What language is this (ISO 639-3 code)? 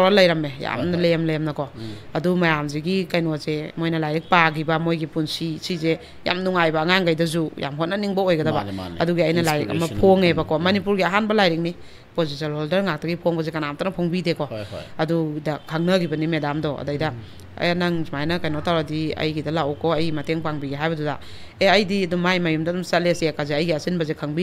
mni